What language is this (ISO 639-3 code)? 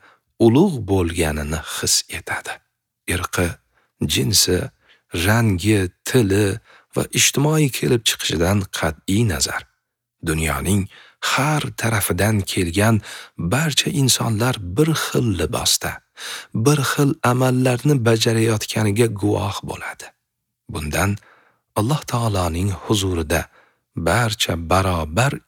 uzb